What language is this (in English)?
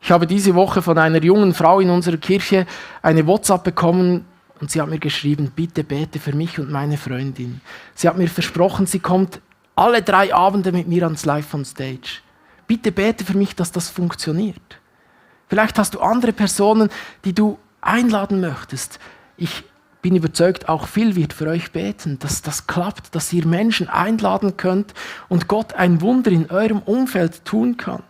Swiss German